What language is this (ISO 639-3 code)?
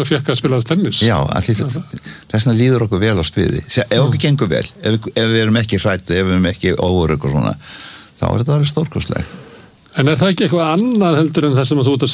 isl